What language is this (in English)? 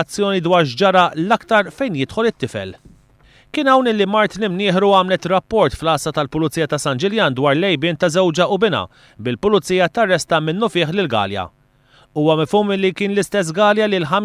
Maltese